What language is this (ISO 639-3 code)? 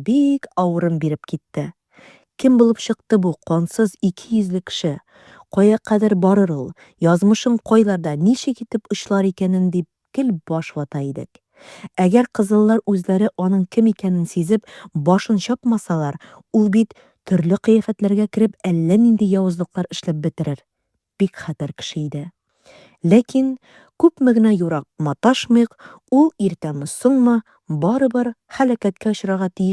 tat